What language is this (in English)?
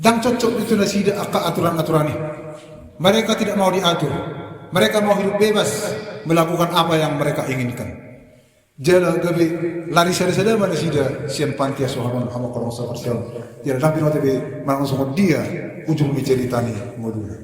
Batak Toba